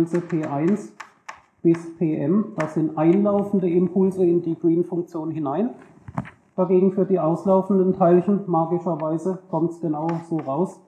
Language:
German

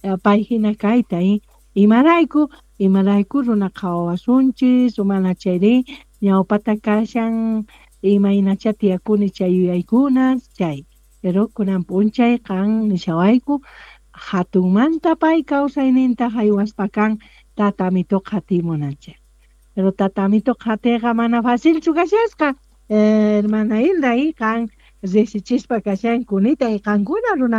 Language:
South Bolivian Quechua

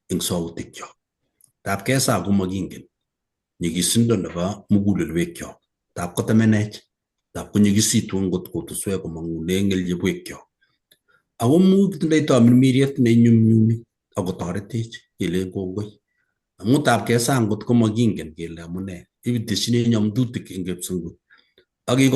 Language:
Kalenjin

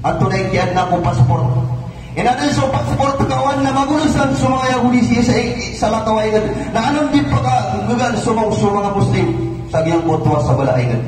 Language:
Maranao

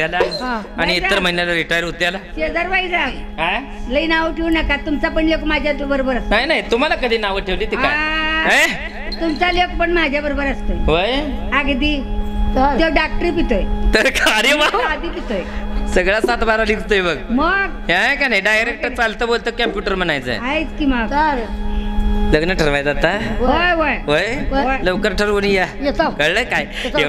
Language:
Marathi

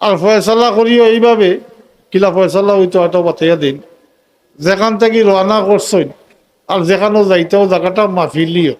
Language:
Sylheti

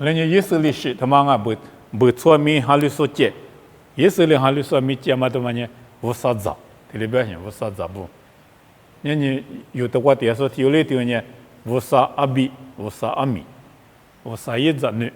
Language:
Lisu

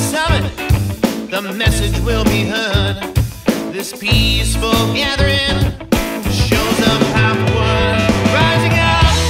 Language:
English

